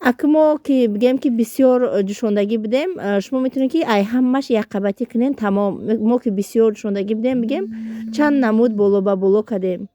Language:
Tajik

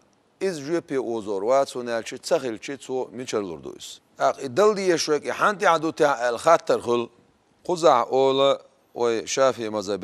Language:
Chechen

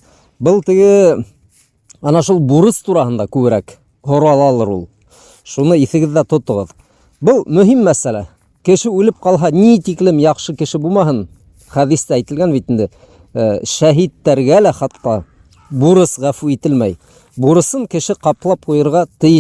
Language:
Bashkir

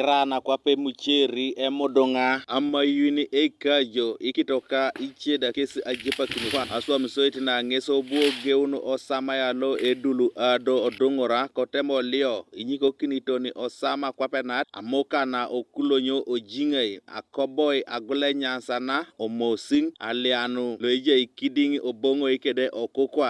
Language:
Teso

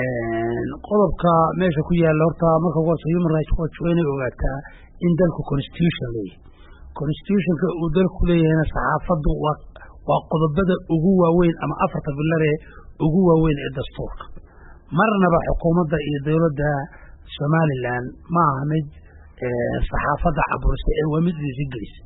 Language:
Somali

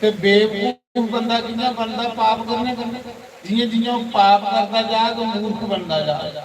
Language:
Dogri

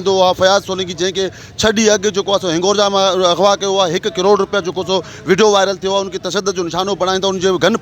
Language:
Sindhi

